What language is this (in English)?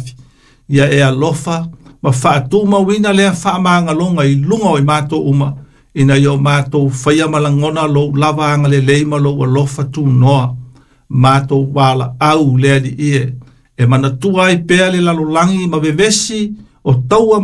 Samoan